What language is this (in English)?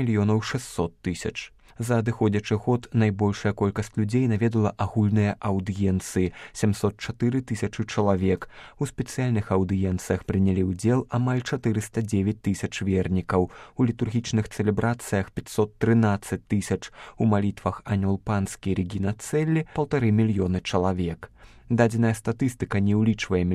Belarusian